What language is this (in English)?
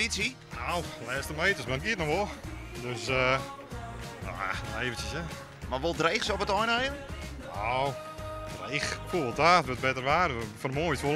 Western Frisian